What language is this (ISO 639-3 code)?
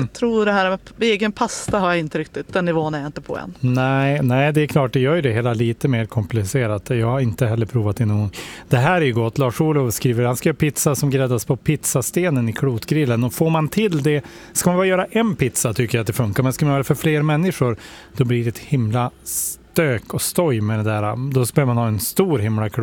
swe